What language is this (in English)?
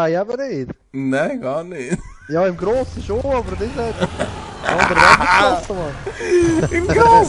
Swiss German